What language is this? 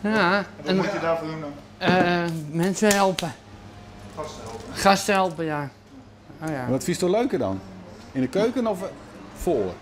Western Frisian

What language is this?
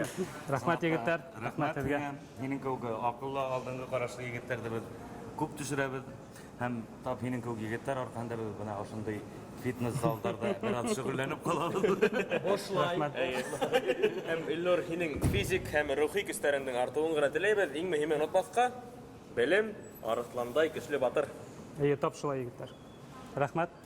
Bashkir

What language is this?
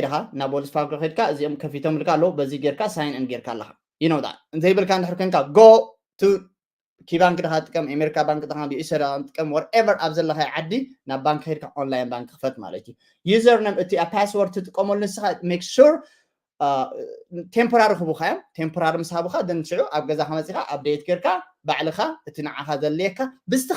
Tigrinya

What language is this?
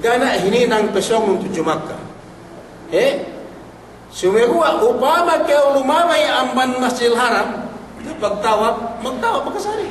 Yakan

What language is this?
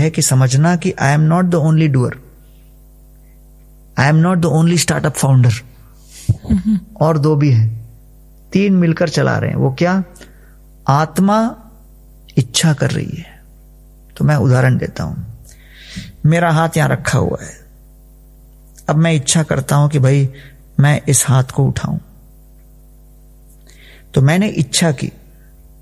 Hindi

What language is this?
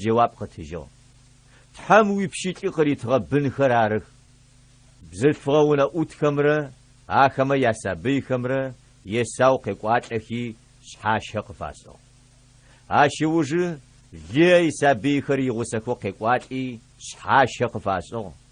Adyghe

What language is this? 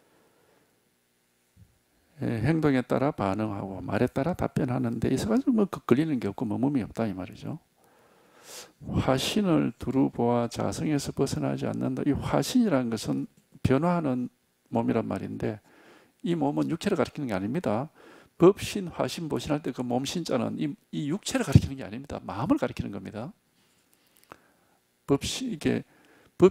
Korean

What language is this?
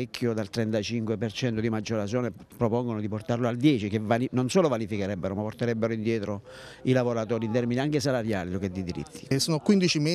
Italian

